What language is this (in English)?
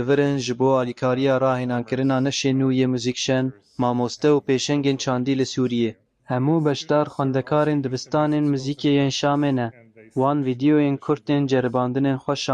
Kurdish